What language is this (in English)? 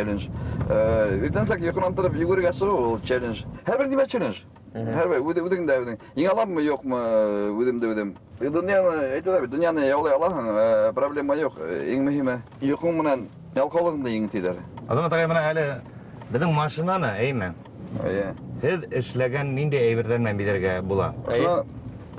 Bashkir